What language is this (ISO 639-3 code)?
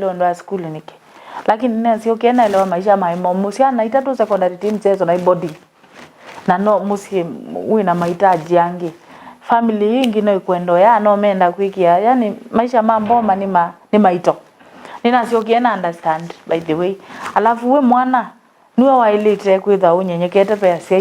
kam